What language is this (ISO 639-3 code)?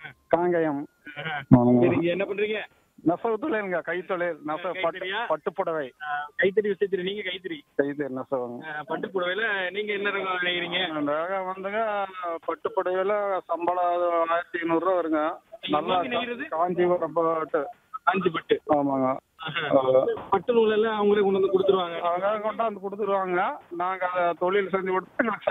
tam